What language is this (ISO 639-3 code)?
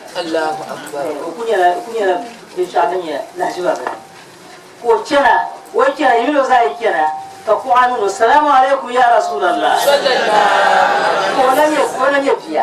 dag